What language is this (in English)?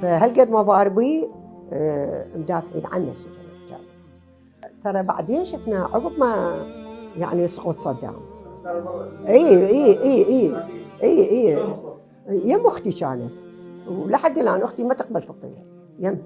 Mesopotamian Arabic